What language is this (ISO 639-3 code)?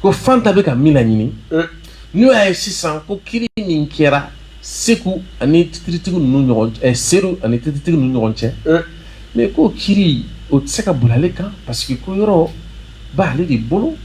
bam